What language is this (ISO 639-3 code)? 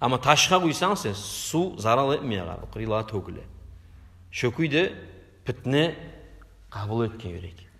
kum